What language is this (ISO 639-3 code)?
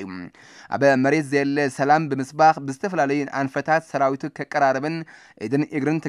tir